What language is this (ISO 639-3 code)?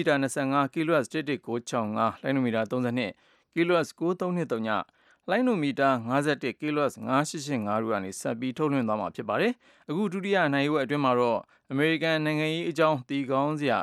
mya